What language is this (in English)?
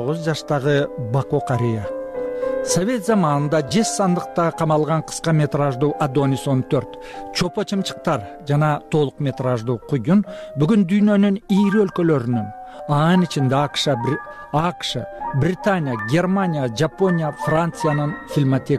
Kyrgyz